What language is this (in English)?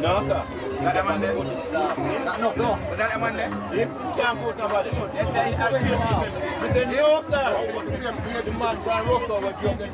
Jamaican Creole English